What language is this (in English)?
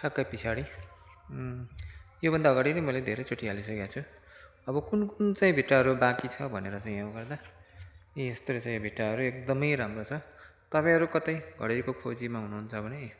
Nepali